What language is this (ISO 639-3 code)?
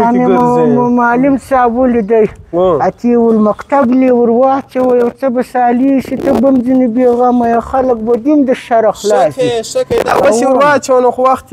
pus